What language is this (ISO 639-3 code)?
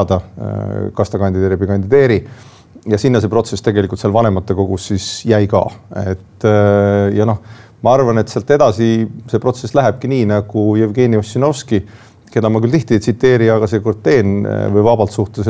est